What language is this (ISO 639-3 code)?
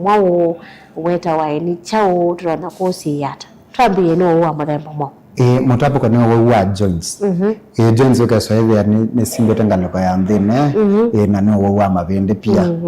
kam